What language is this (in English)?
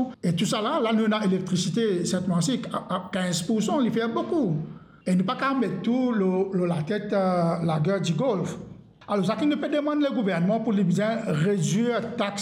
Morisyen